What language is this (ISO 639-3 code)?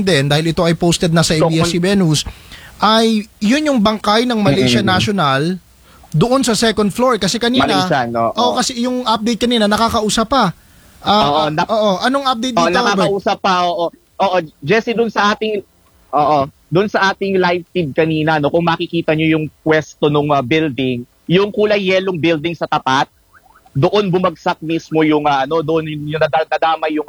fil